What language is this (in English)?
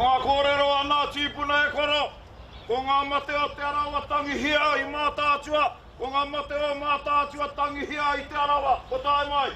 Māori